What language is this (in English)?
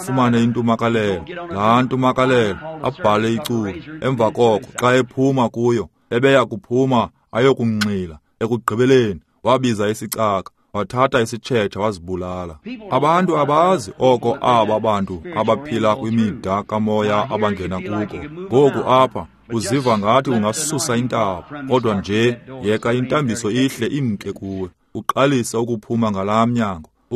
Xhosa